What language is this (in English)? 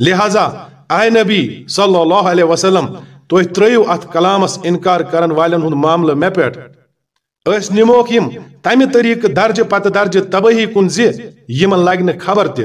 Kashmiri